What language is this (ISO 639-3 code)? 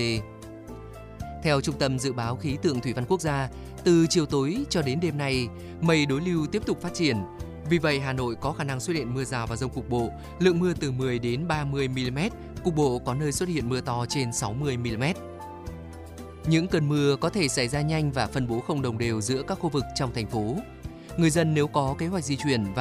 vie